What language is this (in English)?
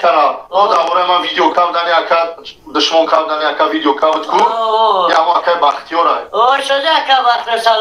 Tajik